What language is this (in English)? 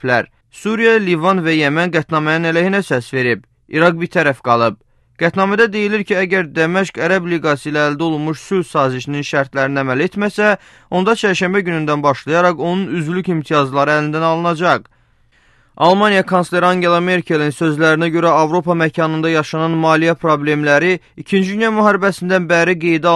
Azerbaijani